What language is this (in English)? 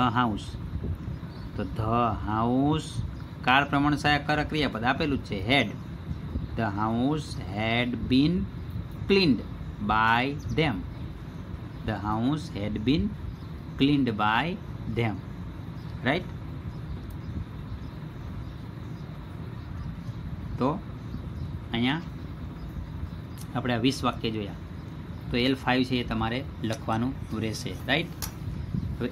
Gujarati